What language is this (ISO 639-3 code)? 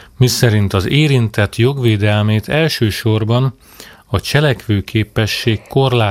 hun